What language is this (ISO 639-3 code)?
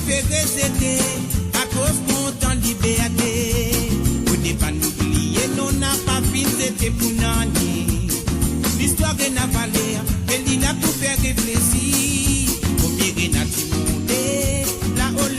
mfe